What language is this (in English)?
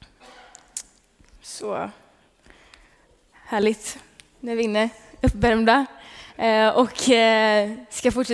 Swedish